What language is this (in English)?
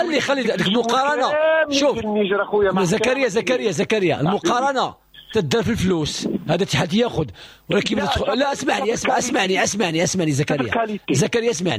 Moroccan Arabic